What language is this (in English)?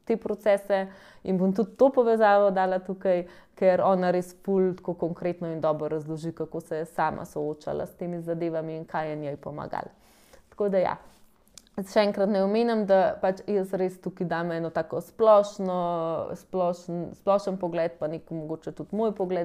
Slovenian